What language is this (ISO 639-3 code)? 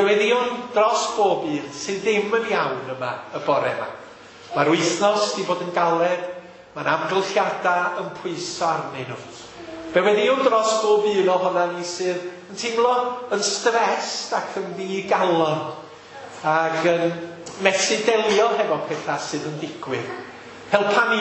cym